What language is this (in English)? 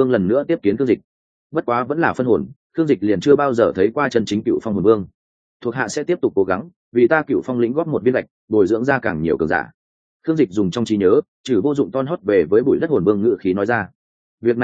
Vietnamese